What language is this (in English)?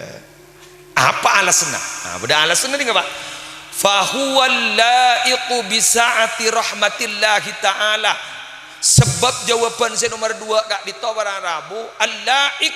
Madurese